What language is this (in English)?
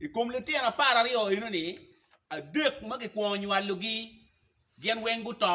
Acoli